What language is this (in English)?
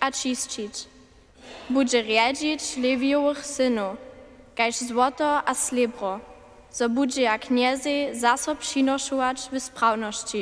Upper Sorbian